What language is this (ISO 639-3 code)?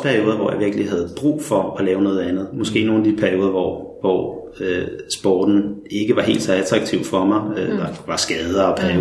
dan